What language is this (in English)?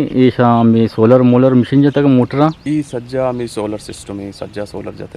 Eastern Balochi